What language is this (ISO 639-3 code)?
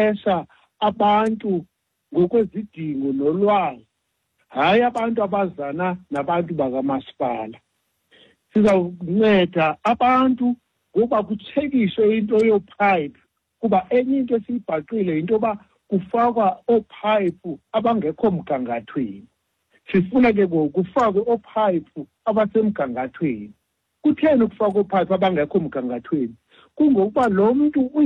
xho